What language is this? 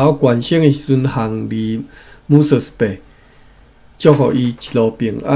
Min Nan Chinese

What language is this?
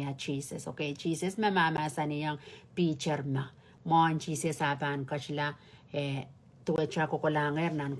Pohnpeian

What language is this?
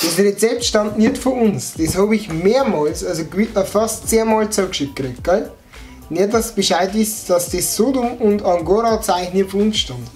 Bavarian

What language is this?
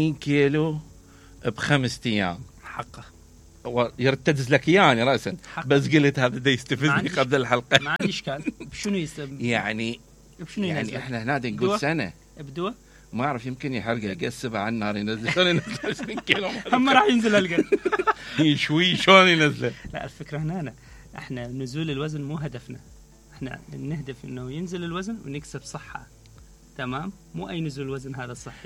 Mesopotamian Arabic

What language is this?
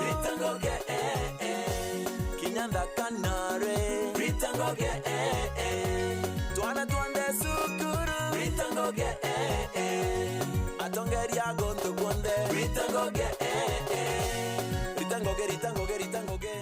Meru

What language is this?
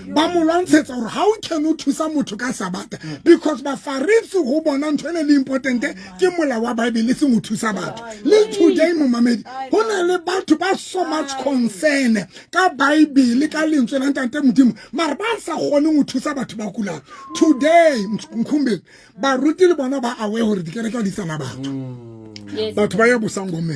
Southern Sotho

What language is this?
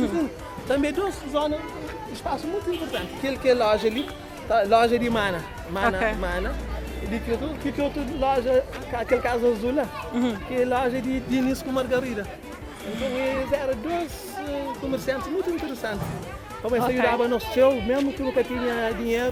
Kabuverdianu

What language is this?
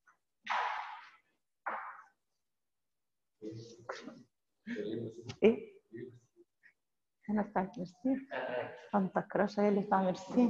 Egyptian Arabic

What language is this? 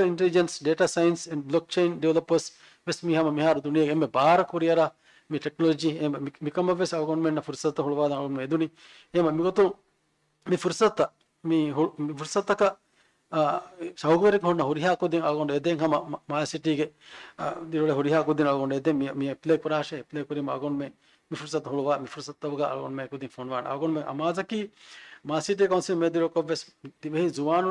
Divehi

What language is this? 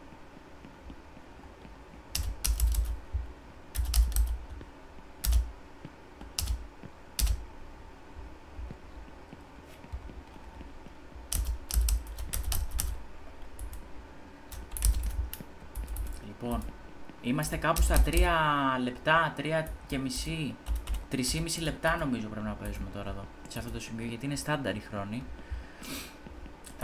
Greek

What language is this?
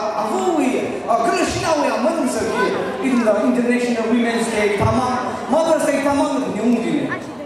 Tangkhul Naga (India)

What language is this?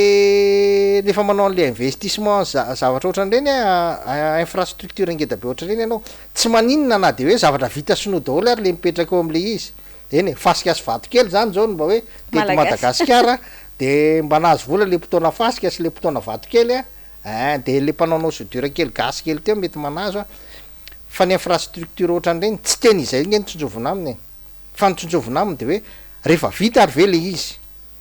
Malagasy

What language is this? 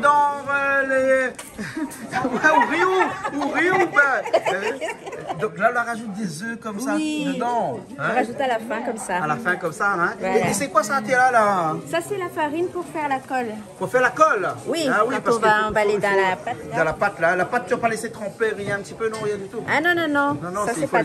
Réunion Creole French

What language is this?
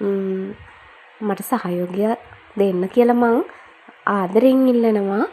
Sinhala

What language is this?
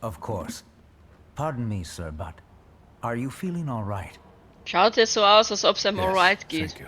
Bavarian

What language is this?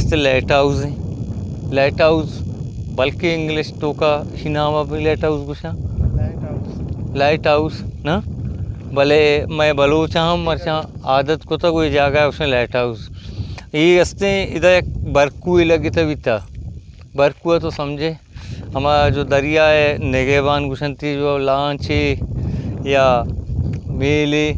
Baluchi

